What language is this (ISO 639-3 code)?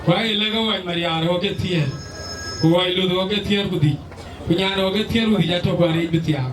din